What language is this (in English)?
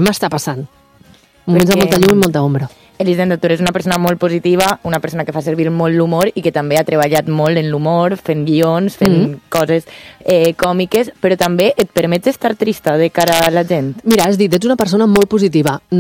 Catalan